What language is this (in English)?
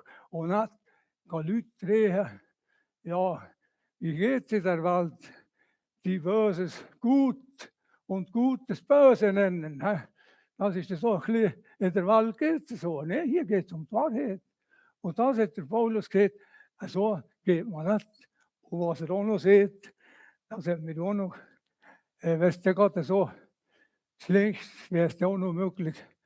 Swiss German